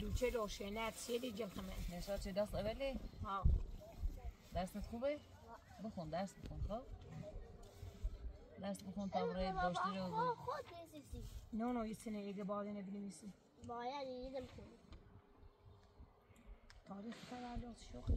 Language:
Persian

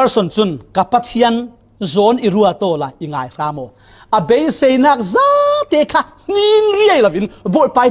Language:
Falam Chin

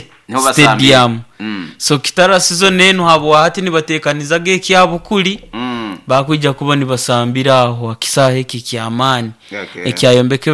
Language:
Nyoro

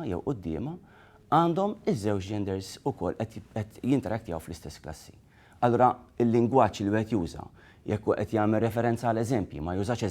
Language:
Maltese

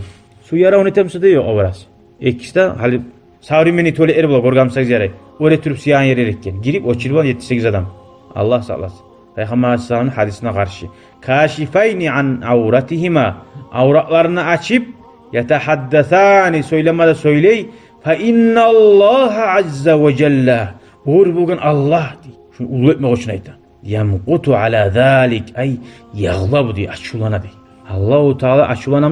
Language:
Kumyk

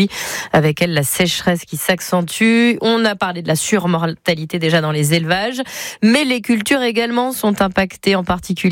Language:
French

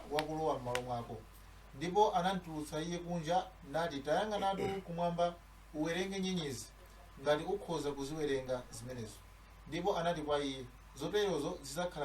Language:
Nyanja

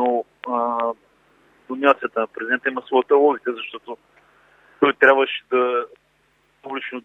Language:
Bulgarian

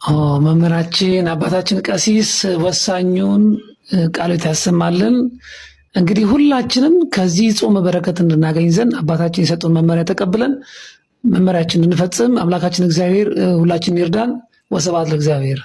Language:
Amharic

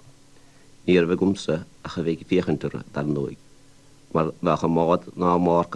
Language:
Irish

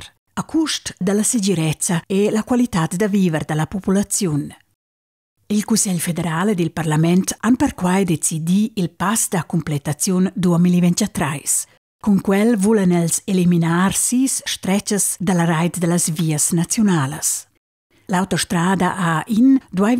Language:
Romansh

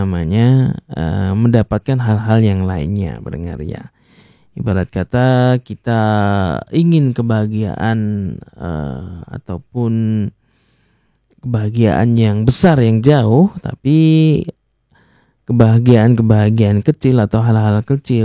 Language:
Indonesian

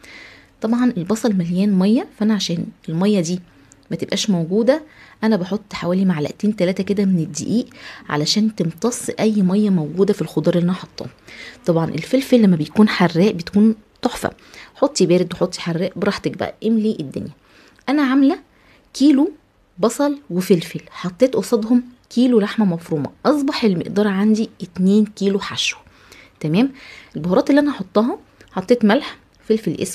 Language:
Egyptian Arabic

